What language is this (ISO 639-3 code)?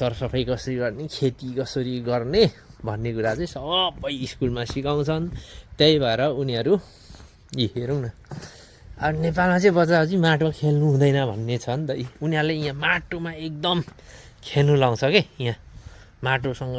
nep